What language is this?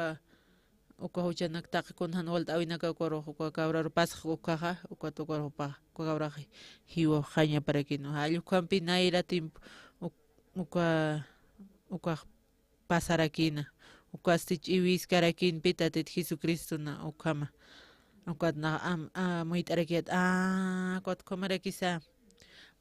Aymara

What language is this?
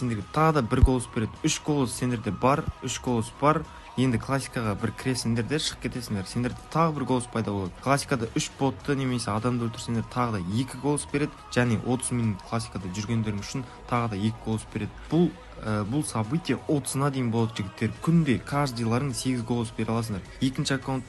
Kara-Kalpak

